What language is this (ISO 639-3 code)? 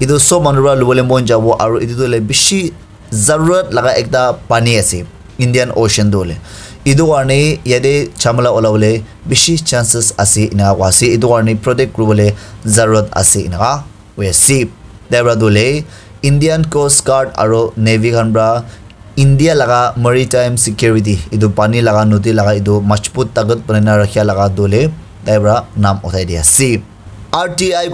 nag